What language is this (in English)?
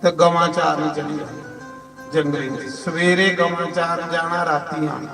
Dogri